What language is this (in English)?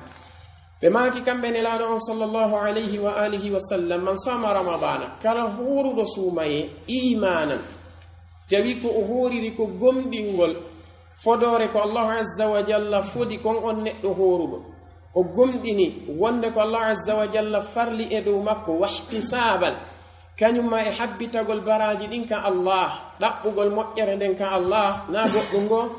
Pular